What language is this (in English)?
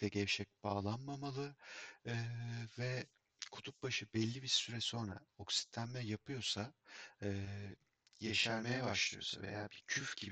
Turkish